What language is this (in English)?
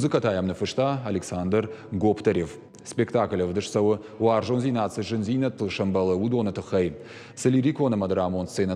Ossetic